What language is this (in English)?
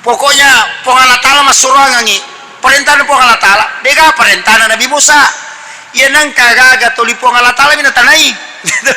Buginese